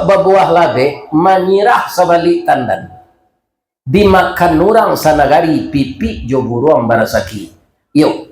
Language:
Minangkabau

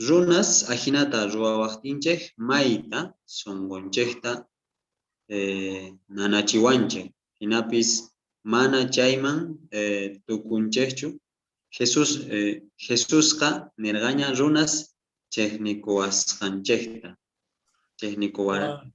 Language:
South Bolivian Quechua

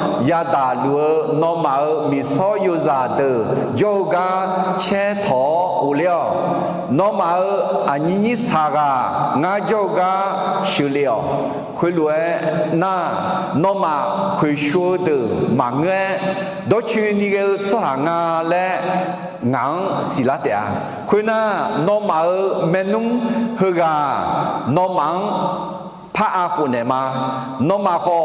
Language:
Akha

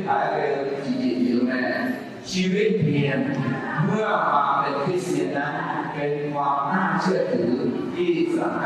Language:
Akha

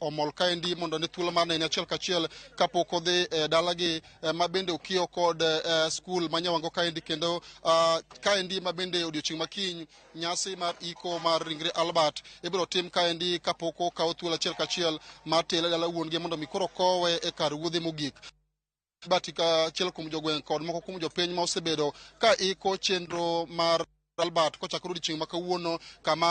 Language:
Luo (Kenya and Tanzania)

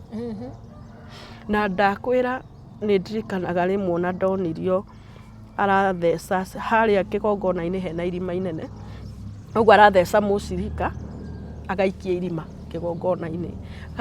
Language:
Kikuyu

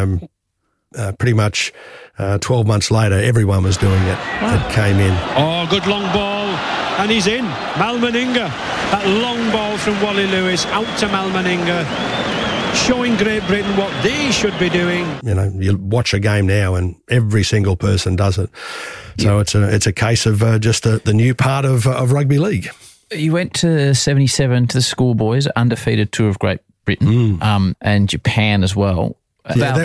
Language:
English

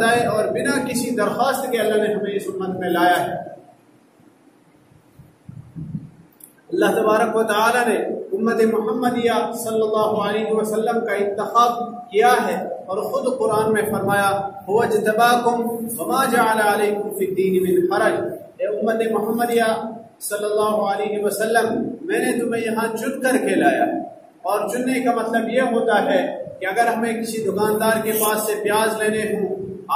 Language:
Urdu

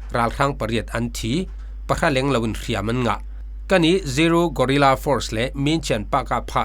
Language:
Falam Chin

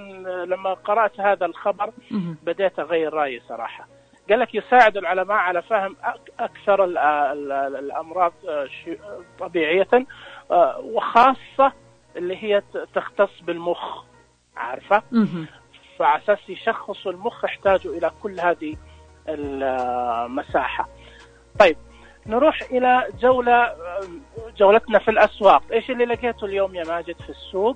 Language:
Najdi Arabic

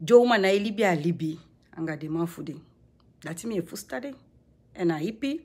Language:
Sranan Tongo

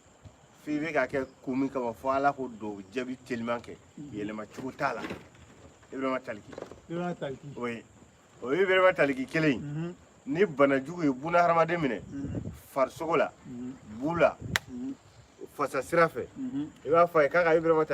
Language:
Bambara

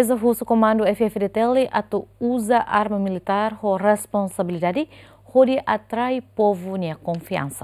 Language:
Tetum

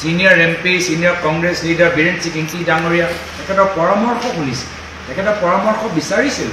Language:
Assamese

